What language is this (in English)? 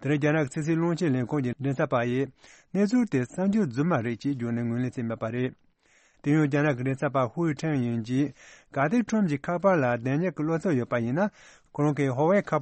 Tibetan